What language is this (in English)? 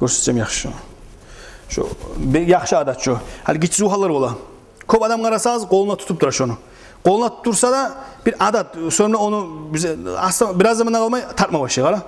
Kumyk